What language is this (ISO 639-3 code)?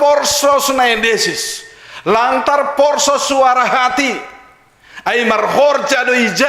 bts